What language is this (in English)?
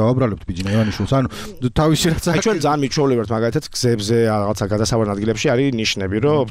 Georgian